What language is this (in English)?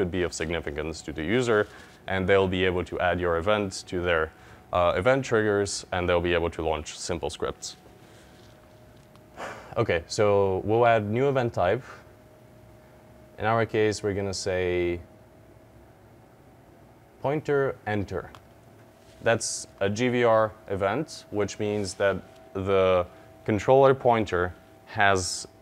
English